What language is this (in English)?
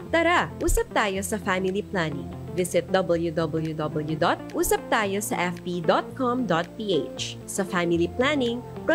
Bikol